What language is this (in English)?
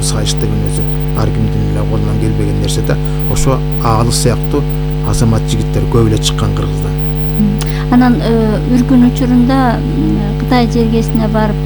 Kyrgyz